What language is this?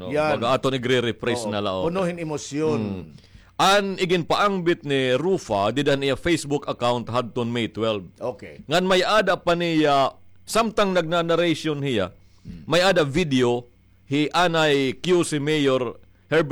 Waray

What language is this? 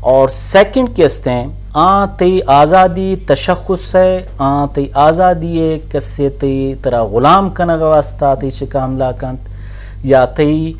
Eastern Balochi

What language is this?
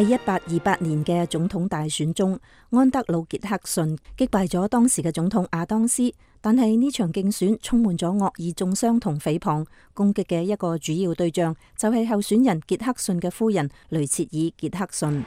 Cantonese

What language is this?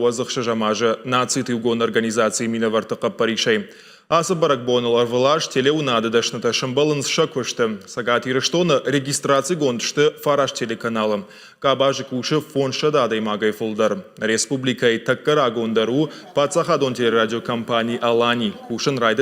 Ossetic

